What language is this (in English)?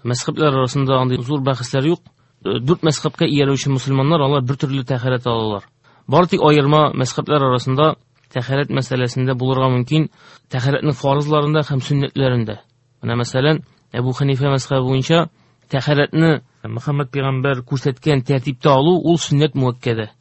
Tatar